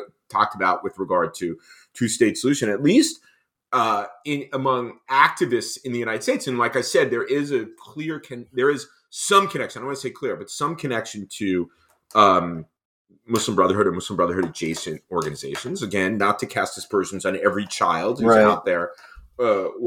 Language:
English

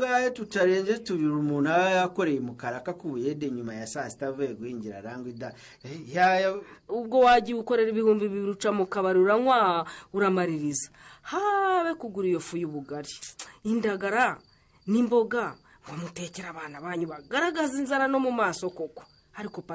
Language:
Kinyarwanda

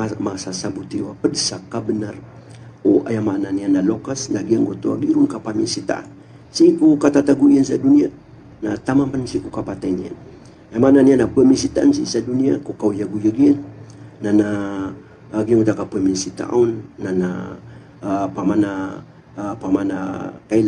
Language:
Maranao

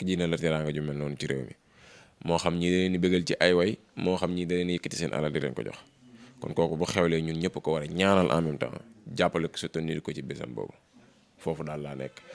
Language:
Wolof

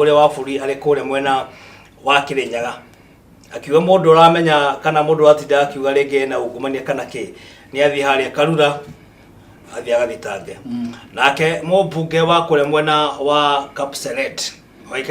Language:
Kikuyu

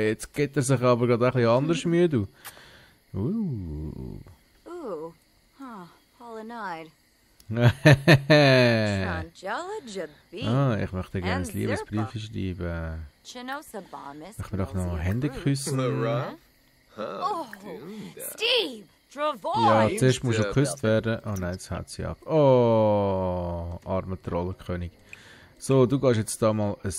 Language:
Swiss German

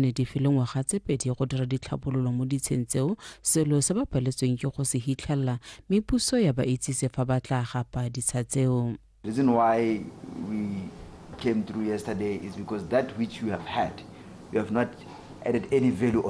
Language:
Tswana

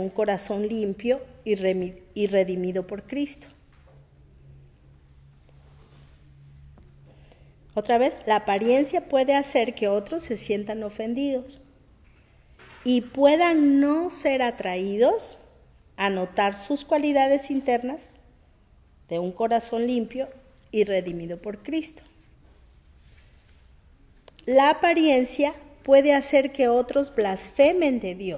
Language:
Spanish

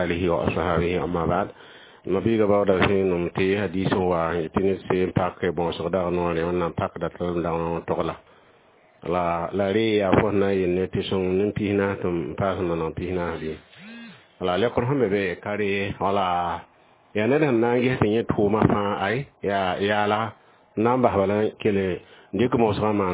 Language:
Mossi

